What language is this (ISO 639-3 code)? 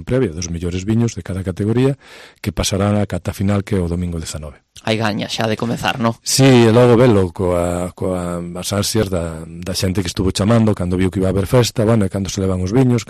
glg